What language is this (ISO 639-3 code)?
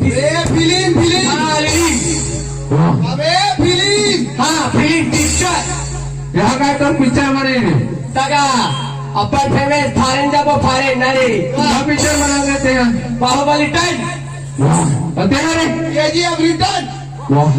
hne